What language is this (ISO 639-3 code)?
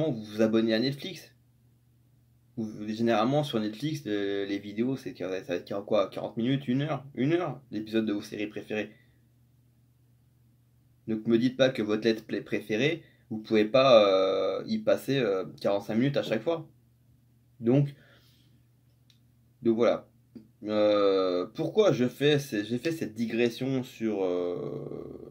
fra